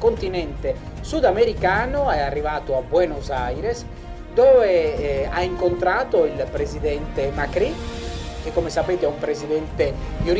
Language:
Italian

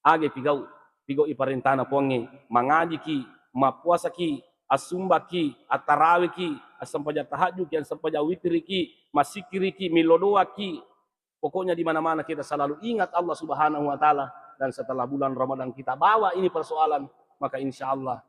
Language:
Buginese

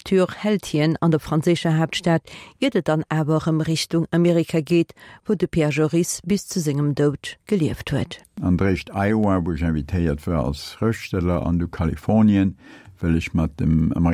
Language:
Luxembourgish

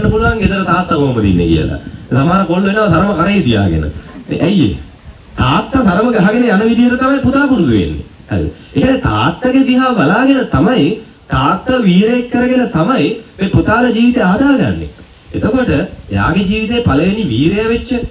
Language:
Sinhala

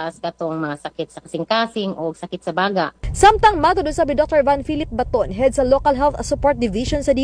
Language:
Cebuano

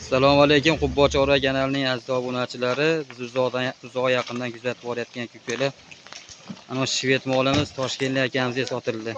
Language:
Uzbek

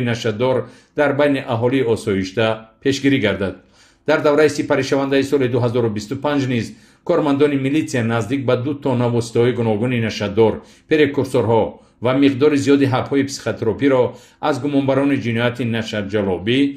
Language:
Tajik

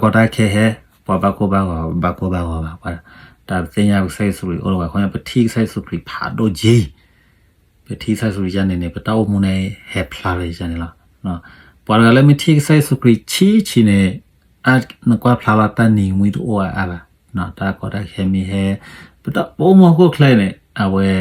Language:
S'gaw Karen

